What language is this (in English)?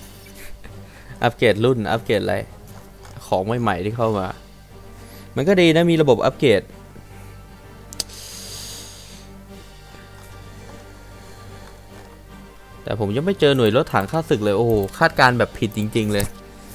Thai